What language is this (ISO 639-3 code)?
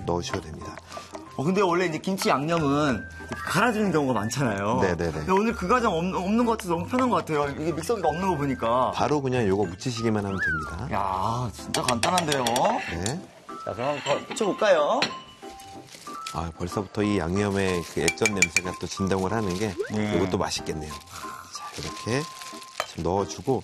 kor